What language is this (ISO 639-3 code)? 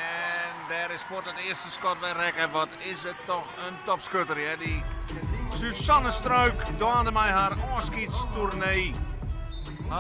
fry